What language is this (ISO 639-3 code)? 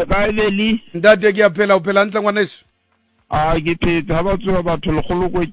sot